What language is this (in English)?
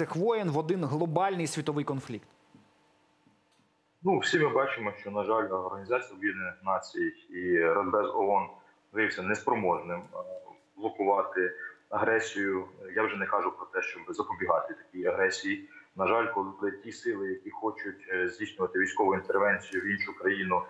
Ukrainian